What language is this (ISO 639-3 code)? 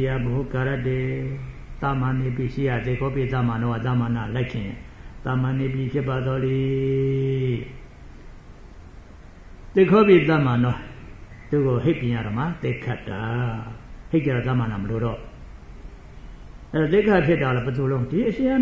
mya